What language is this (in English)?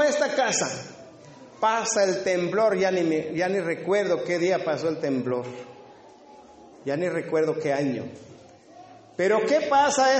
Spanish